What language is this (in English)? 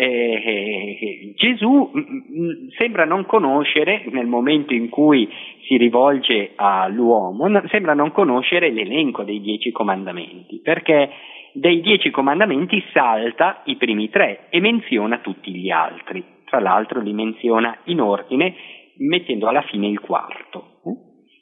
Italian